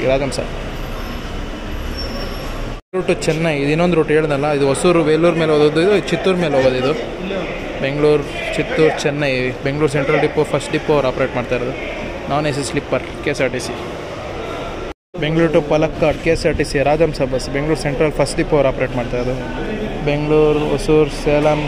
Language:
Kannada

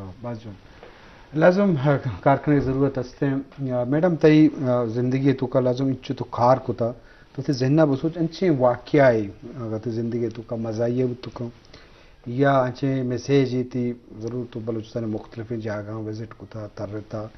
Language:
Eastern Balochi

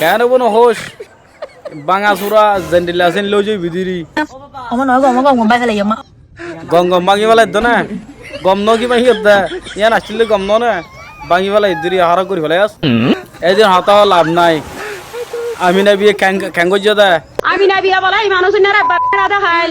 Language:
Rohingya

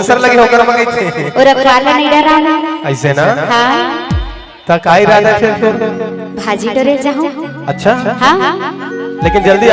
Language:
Chhattisgarhi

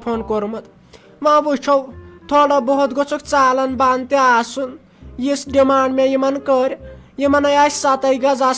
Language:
Kashmiri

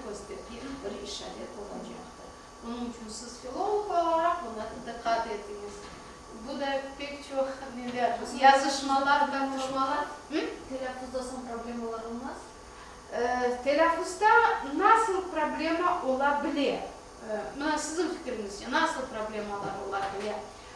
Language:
Crimean Tatar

